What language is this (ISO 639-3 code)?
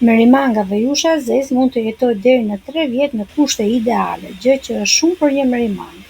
sqi